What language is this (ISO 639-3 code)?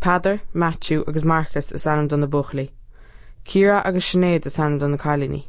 gle